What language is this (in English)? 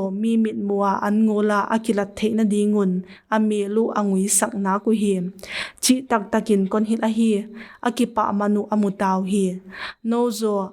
Paite Chin